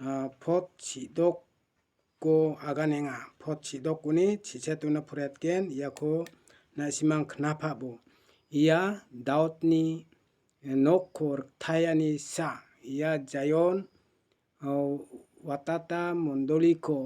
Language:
Garo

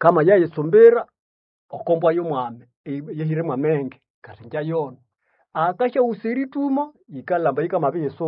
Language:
Nande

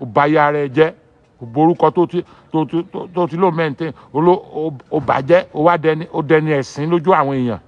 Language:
Yoruba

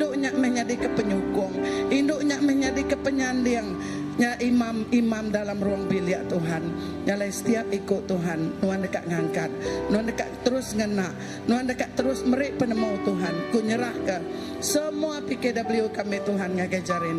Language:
Iban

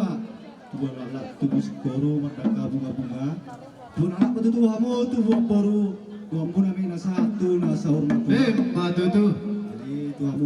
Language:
Batak Toba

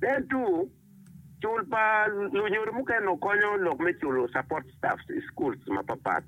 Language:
Acoli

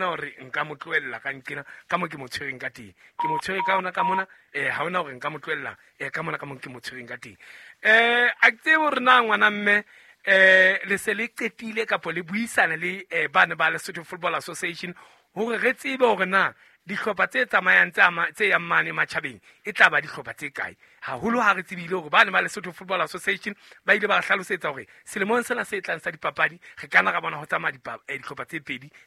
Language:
Southern Sotho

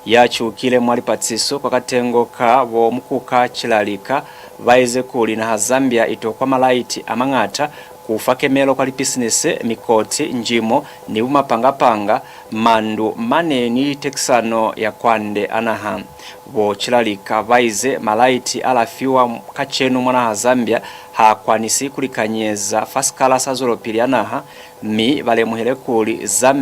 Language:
Lozi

